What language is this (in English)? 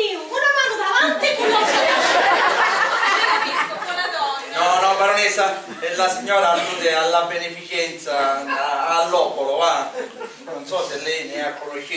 Sicilian